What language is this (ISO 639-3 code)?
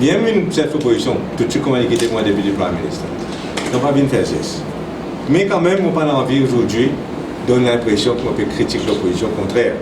mfe